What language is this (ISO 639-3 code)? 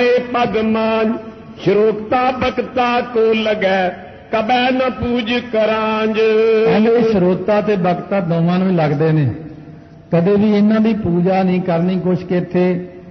pan